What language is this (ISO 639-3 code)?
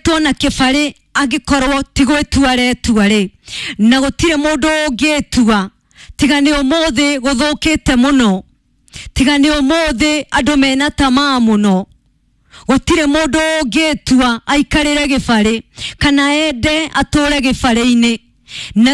kik